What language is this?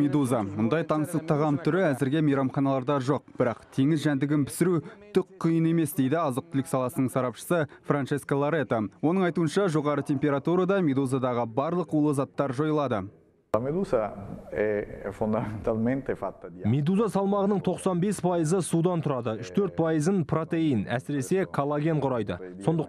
Kazakh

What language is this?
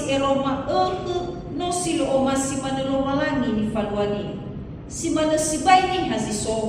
Nias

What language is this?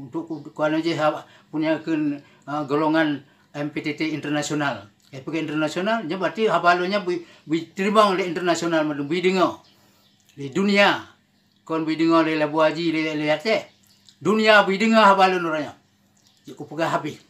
Achinese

